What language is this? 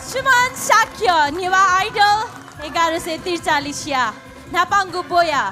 Newari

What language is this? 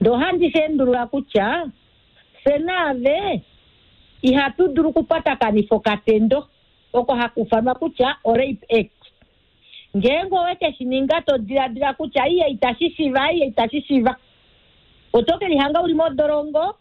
Kuanyama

